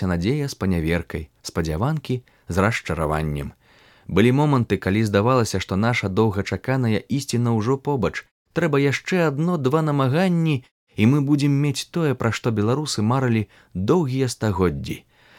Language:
Belarusian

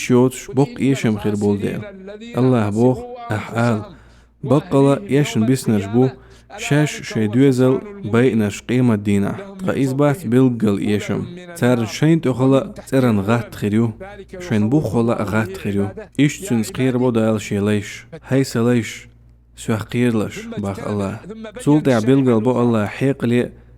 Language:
Chechen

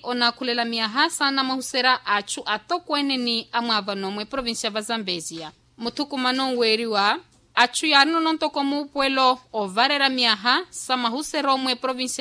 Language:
Makhuwa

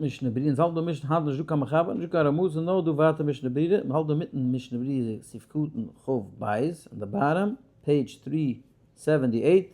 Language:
Yiddish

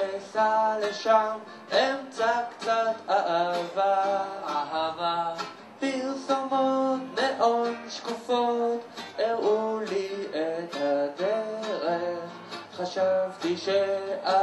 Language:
Hebrew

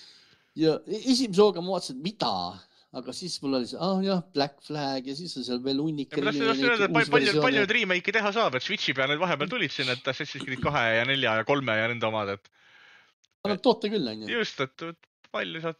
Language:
Estonian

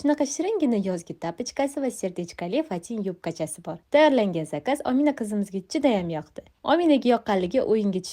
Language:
Uzbek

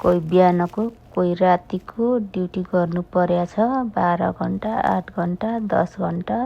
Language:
Nepali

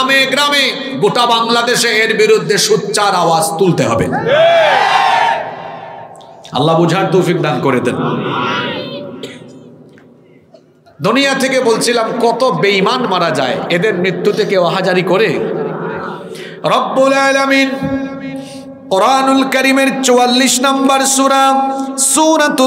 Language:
Bangla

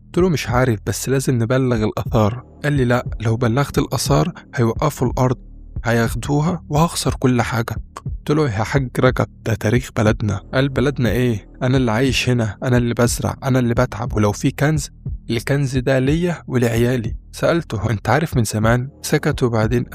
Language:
Egyptian Arabic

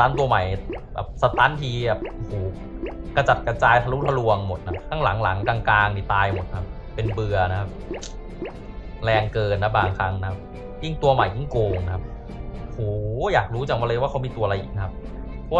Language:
Thai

